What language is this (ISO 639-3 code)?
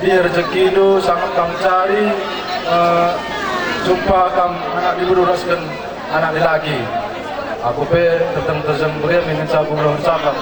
btx